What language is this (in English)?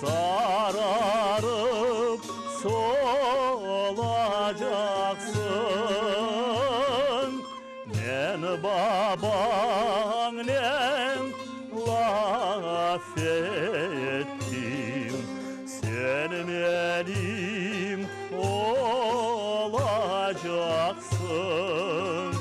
Crimean Tatar